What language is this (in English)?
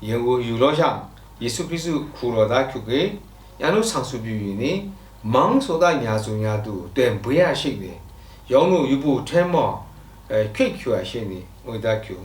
Lashi